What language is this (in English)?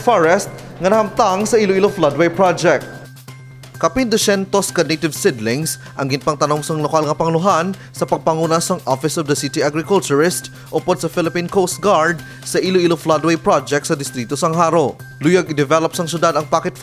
Hiligaynon